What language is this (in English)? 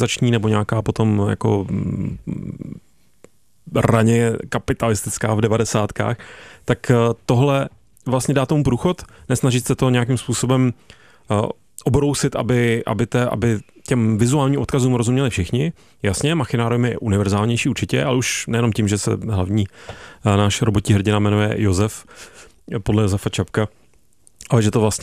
Czech